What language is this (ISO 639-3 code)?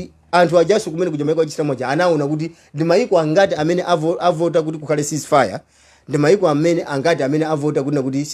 nya